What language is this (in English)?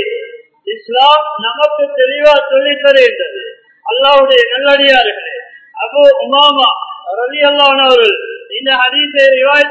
Tamil